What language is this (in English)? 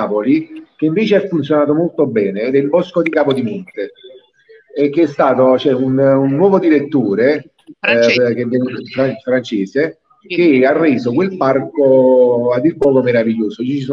Italian